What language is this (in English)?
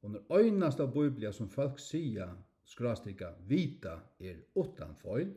Faroese